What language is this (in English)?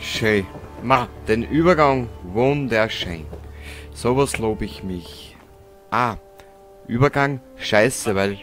Bavarian